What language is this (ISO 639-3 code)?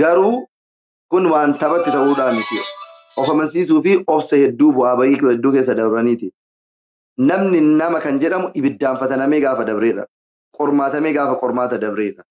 orm